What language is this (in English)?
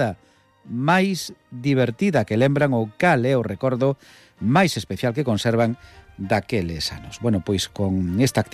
Galician